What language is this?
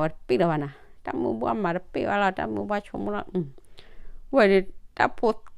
S'gaw Karen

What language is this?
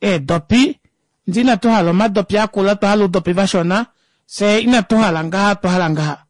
Kuanyama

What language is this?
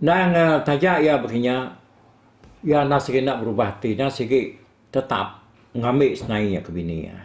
Iban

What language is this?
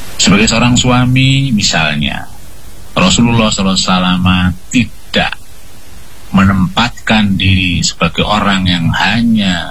Indonesian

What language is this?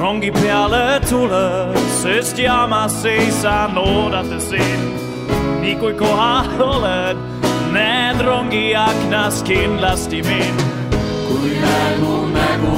Estonian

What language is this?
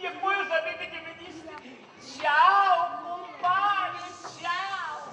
Sicilian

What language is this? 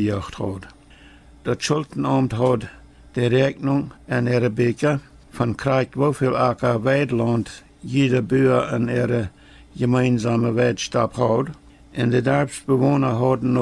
Plautdietsch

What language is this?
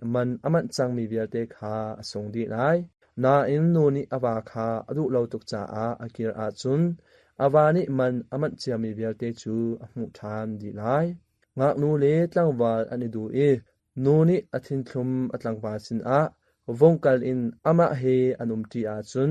Hakha Chin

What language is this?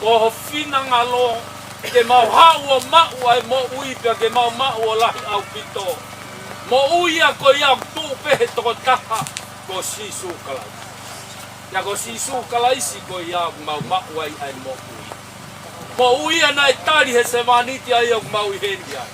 Tongan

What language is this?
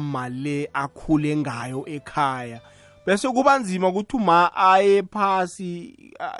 South Ndebele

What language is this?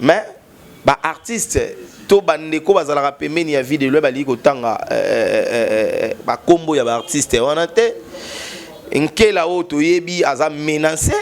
Lingala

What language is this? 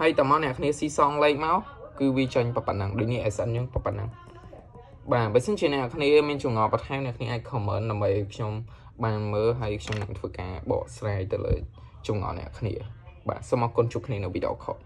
Khmer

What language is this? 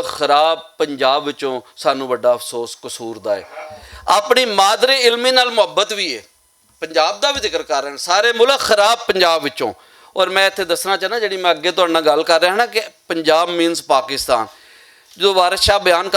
Western Panjabi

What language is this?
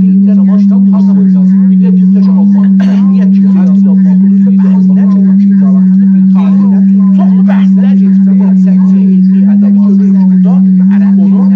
South Azerbaijani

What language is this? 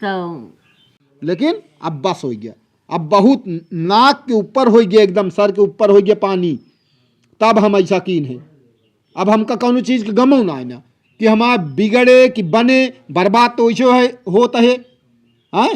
Awadhi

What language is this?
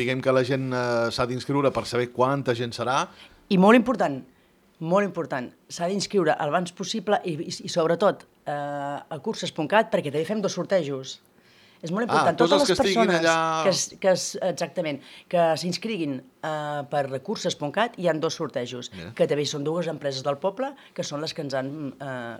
Catalan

